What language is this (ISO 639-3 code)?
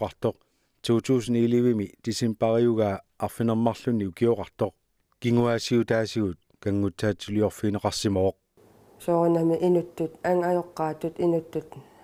kal